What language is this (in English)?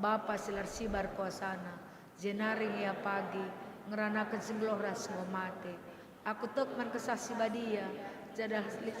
Batak Karo